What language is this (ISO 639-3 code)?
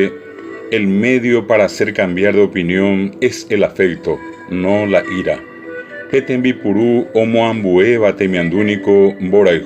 grn